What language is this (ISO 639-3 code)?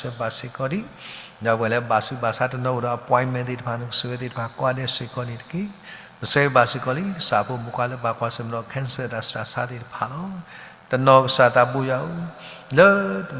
ksw